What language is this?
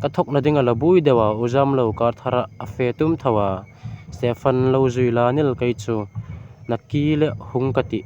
Hmar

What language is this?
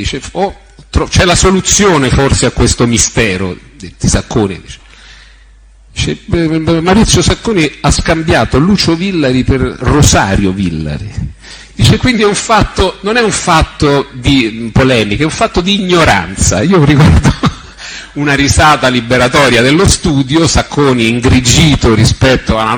Italian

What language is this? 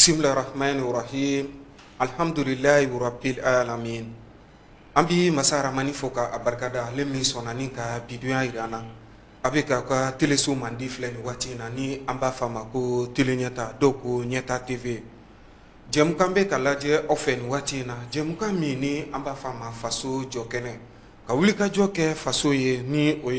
Bambara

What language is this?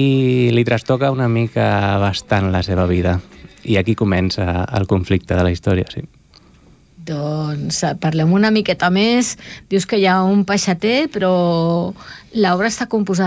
Catalan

